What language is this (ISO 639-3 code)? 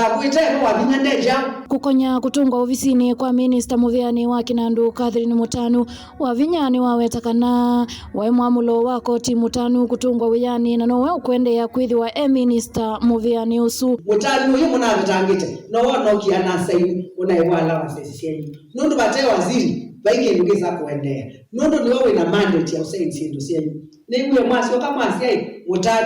kam